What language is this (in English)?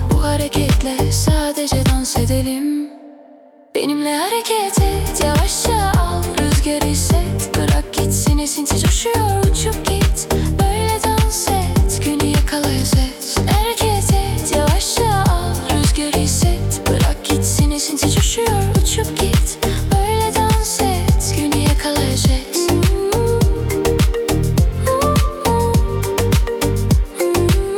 Turkish